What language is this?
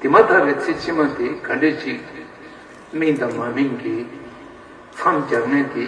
Tibetan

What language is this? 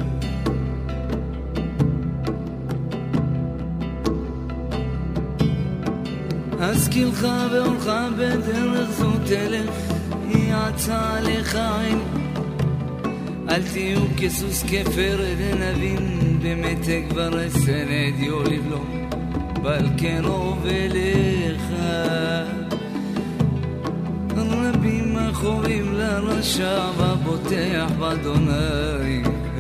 Estonian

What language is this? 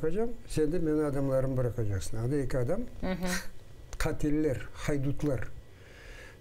Crimean Tatar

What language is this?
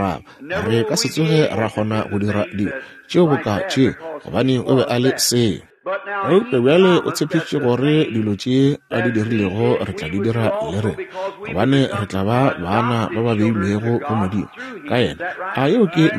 Northern Sotho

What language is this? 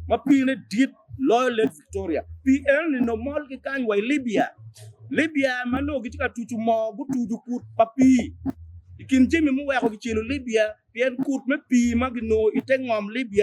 Acoli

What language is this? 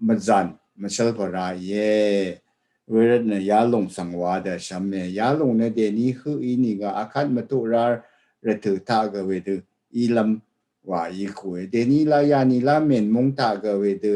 Rawang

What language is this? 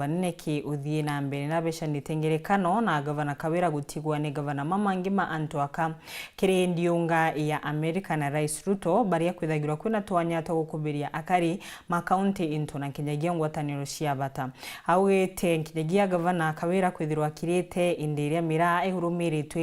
Meru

